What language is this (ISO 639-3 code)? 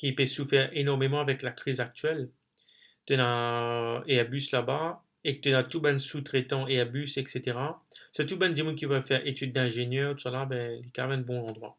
mfe